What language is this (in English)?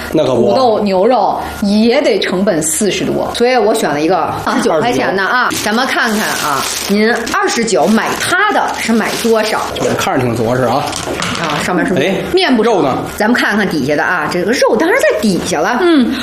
Chinese